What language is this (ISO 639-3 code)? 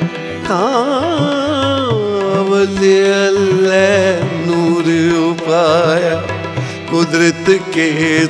pan